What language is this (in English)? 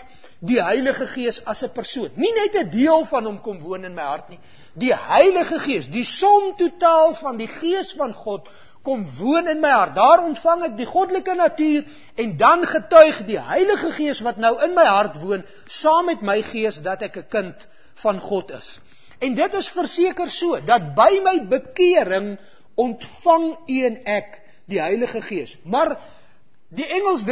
Afrikaans